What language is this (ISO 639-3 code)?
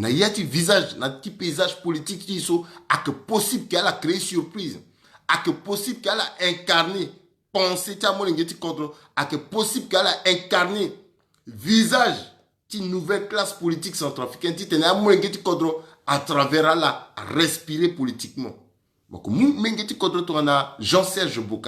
sag